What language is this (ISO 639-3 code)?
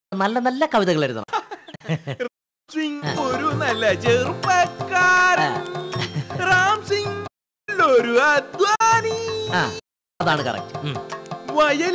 mal